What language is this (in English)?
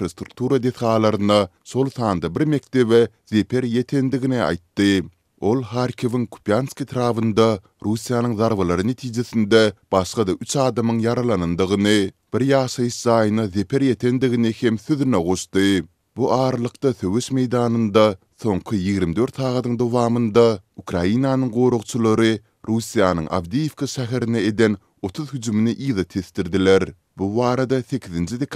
Turkmen